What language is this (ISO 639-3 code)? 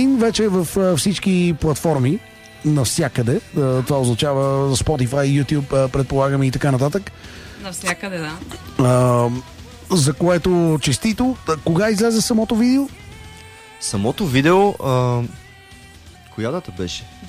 bul